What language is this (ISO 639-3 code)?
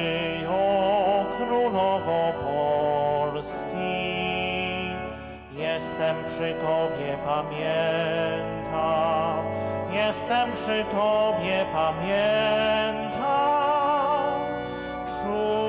pol